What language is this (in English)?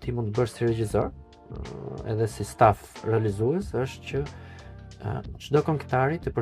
Albanian